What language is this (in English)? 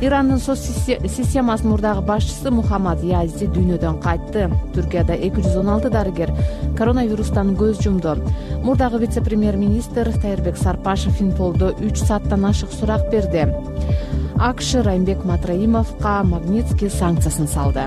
Kyrgyz